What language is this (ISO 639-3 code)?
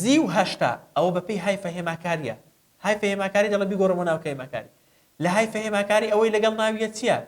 ckb